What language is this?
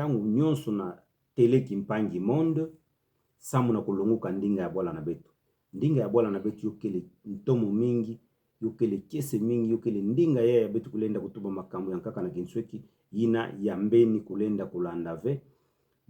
Kituba (Democratic Republic of Congo)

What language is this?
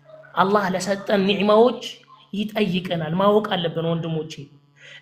Amharic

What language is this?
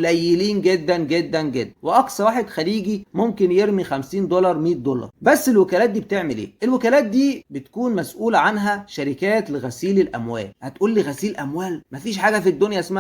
Egyptian Arabic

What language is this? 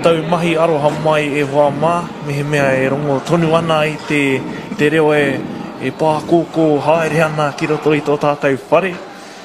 Māori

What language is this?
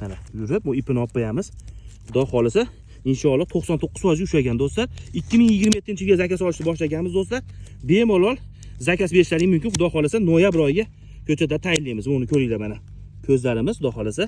Uzbek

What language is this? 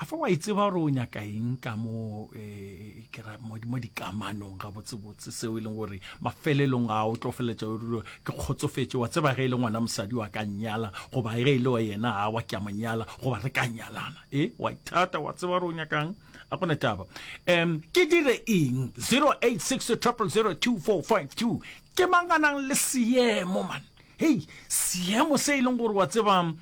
Northern Sotho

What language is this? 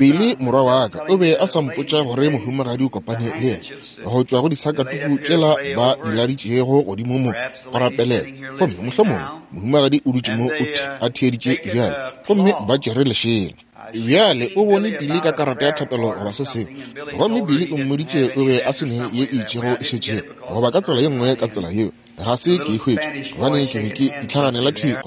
Northern Sotho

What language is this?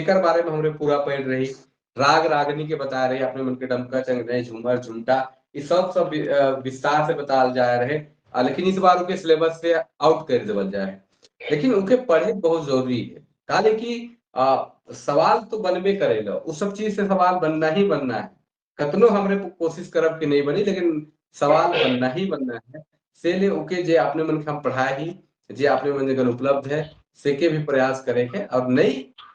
Sadri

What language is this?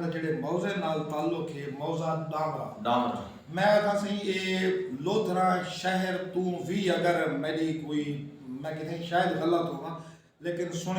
Saraiki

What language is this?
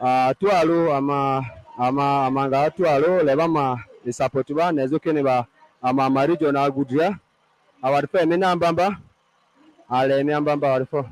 Acoli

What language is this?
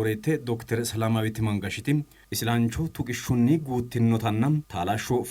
Sidamo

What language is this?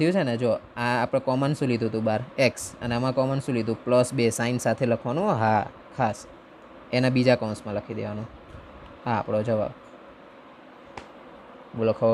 Gujarati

